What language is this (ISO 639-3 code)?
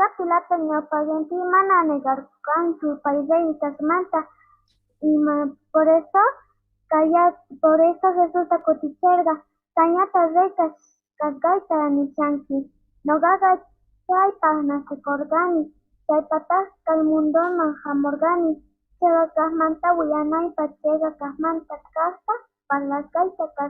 que